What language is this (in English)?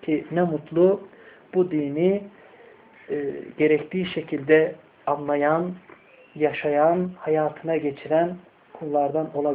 Turkish